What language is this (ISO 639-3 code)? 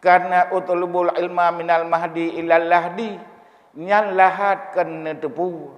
ace